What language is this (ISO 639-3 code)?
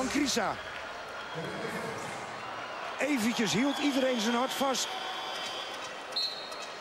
nld